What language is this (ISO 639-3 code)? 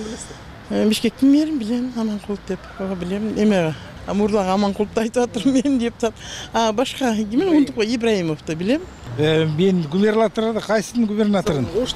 kir